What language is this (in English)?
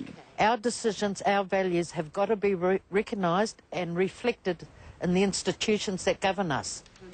Māori